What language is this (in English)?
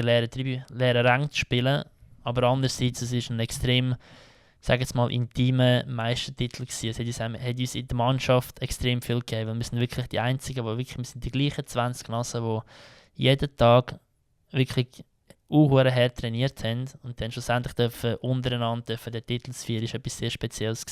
Swiss German